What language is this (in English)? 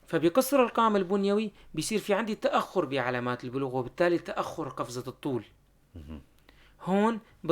North Levantine Arabic